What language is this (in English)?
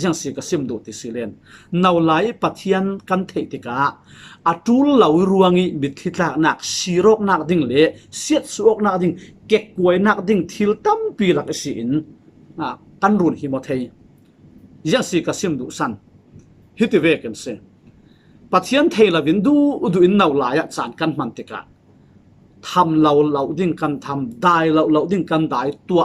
Falam Chin